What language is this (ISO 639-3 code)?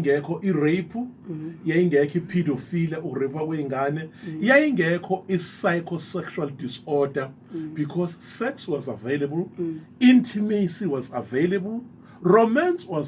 zul